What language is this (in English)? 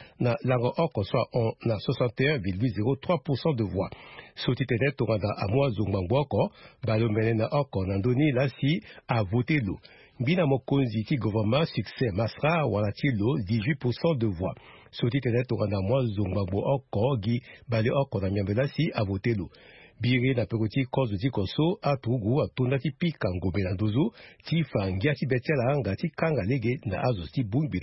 Sango